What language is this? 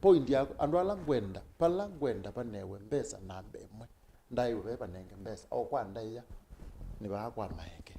Kamba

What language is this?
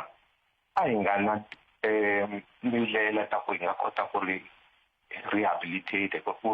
Tsonga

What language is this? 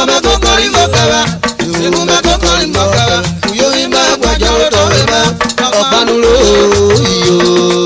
Urhobo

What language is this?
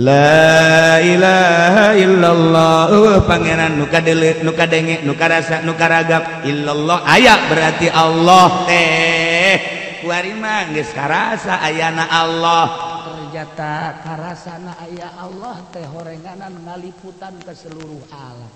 Sundanese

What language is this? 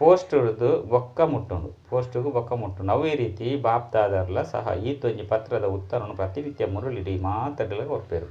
Tulu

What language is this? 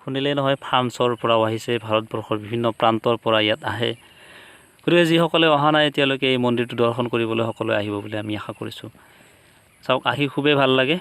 Assamese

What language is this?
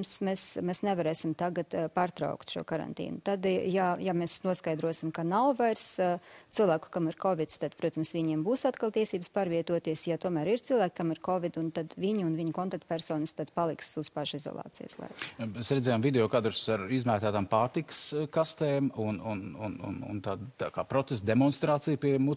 Latvian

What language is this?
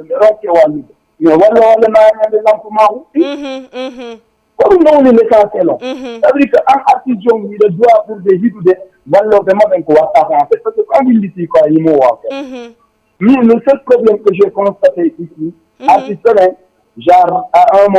Fula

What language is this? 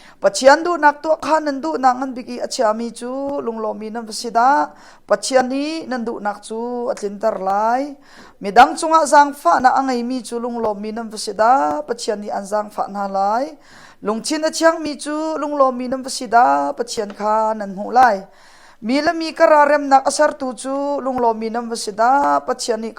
Hakha Chin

